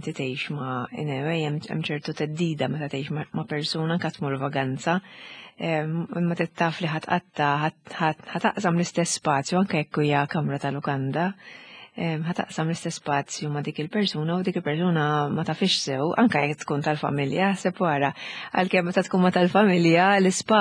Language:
Maltese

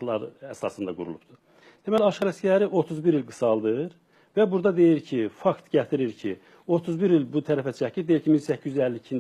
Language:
Azerbaijani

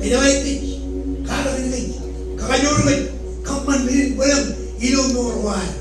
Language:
Marshallese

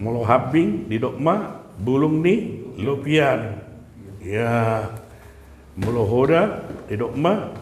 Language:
Batak Toba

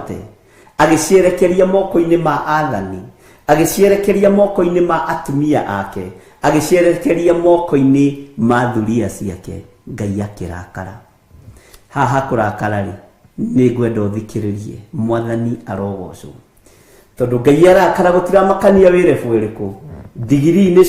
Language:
Kikuyu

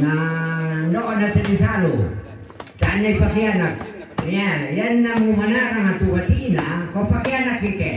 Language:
Toraja-Sa'dan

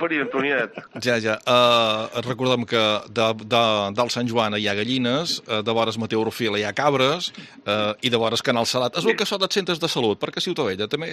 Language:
Catalan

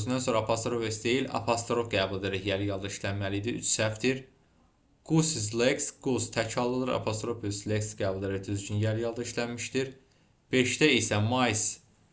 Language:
Azerbaijani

